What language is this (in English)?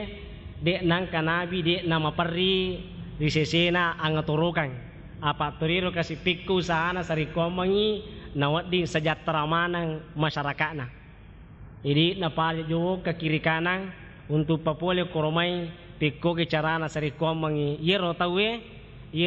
Buginese